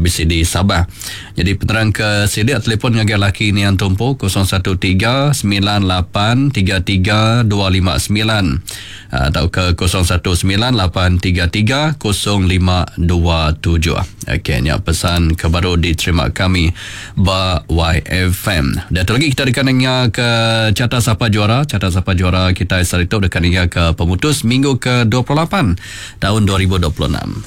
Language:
Iban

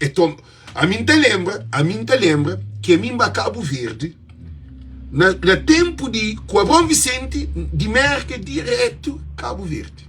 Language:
Kabuverdianu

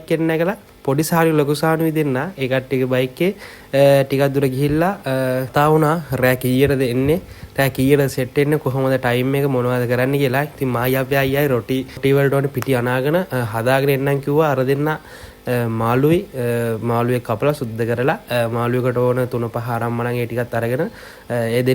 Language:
Sinhala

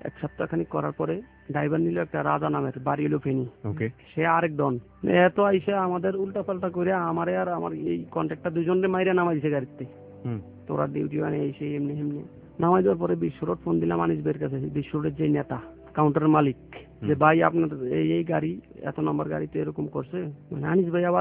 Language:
Bangla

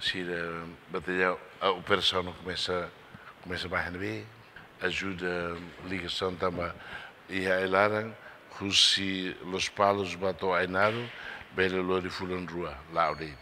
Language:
Tetum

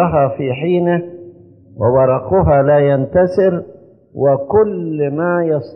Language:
Egyptian Arabic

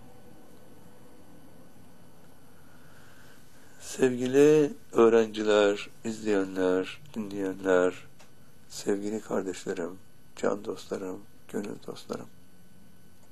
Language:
Turkish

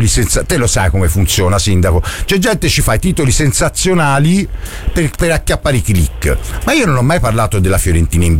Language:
Italian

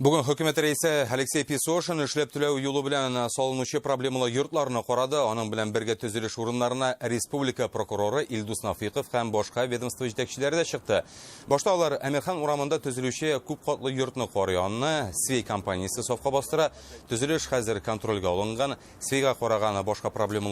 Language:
Tatar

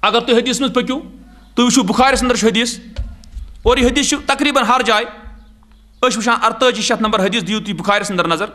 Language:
Kashmiri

